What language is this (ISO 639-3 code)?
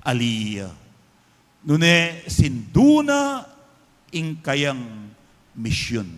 pam